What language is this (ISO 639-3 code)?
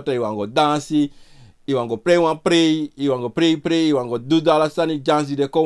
srn